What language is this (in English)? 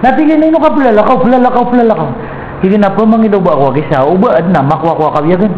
Maranao